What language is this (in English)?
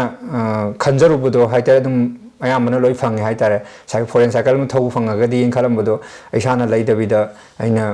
Manipuri